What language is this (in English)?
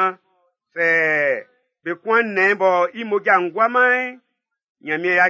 Baoulé